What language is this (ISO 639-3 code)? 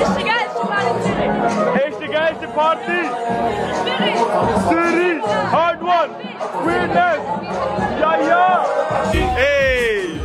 gsw